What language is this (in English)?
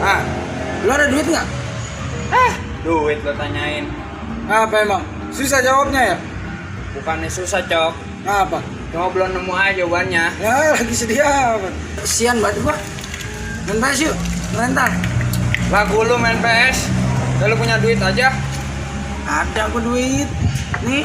Betawi